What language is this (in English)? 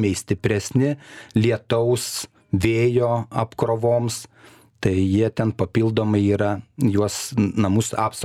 Lithuanian